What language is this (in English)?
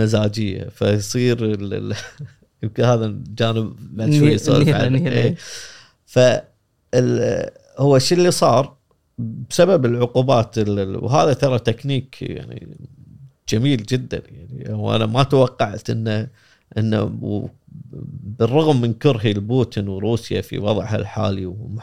Gulf Arabic